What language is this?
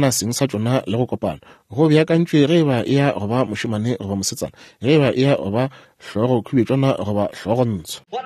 Northern Sotho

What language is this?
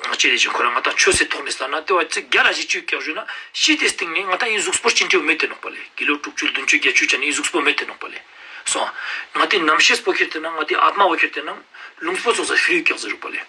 Ladakhi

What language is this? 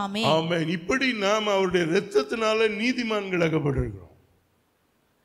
Tamil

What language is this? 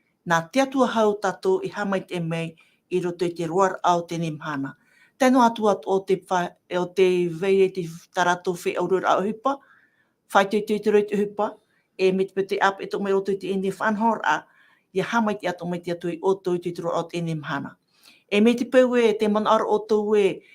Tahitian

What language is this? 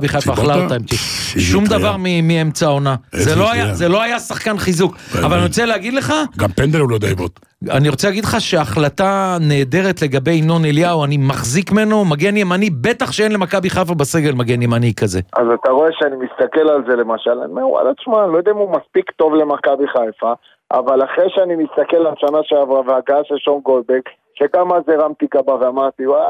Hebrew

